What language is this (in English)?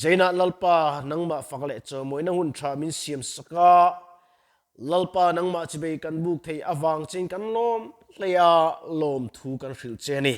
Mizo